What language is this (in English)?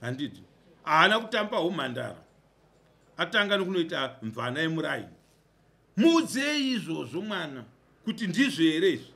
Shona